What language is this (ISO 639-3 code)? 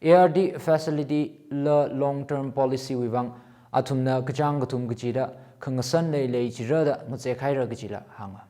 nmf